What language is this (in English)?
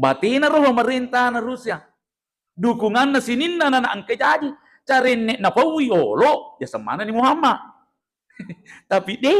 Buginese